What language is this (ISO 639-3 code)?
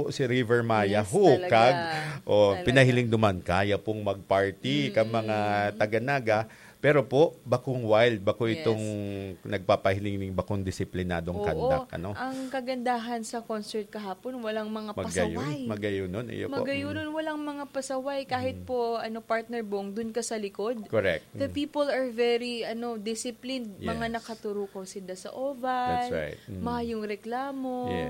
bik